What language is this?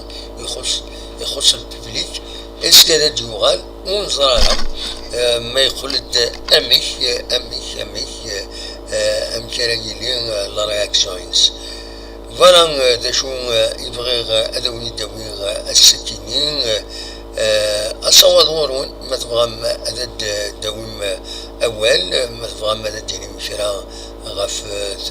Kabyle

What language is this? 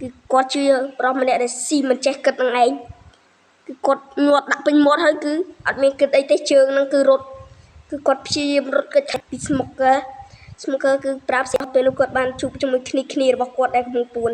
Khmer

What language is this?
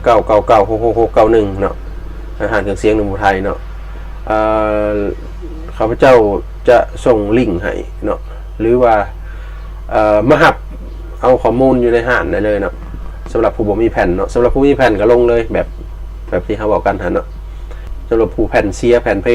Lao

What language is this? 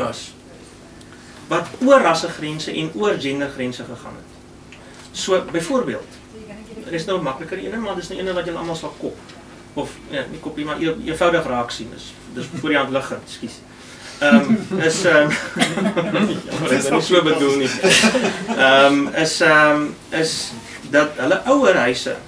Afrikaans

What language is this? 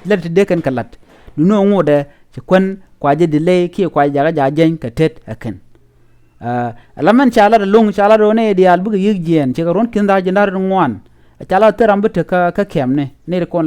Nuer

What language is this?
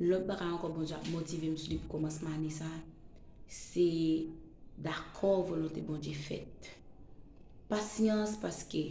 Haitian Creole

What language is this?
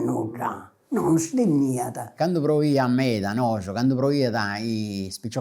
Sardinian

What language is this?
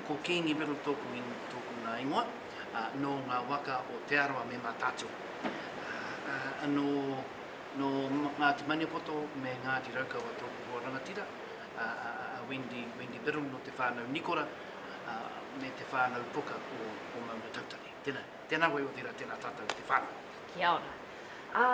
Māori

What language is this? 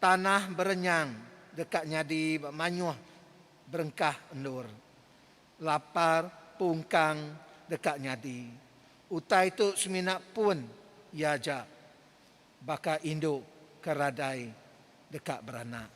Iban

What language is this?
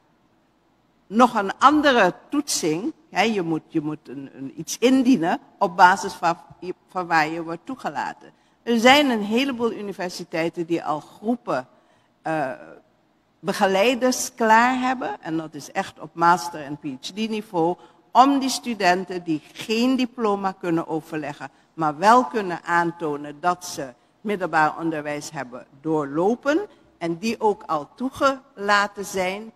Dutch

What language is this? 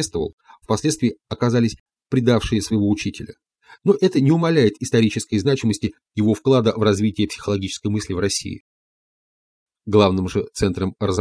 Russian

